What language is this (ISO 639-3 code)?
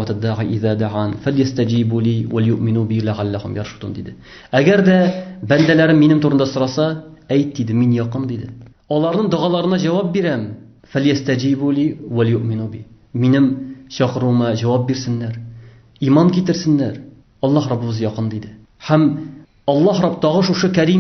tat